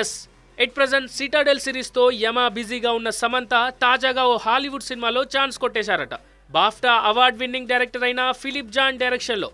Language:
Telugu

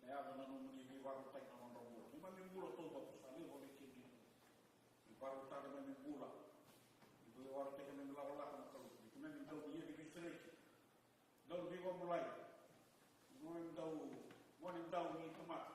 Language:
Fijian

